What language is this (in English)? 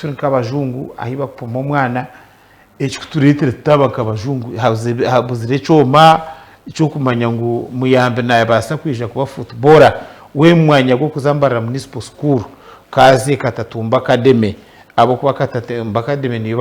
Nyankole